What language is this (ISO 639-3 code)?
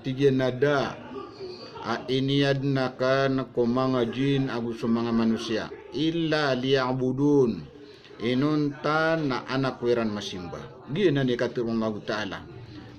mrw